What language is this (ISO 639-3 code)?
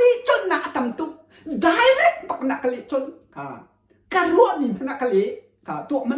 cnh